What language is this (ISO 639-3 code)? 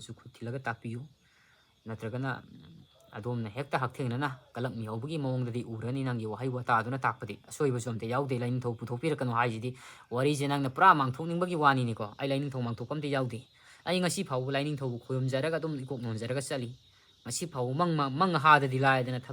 mni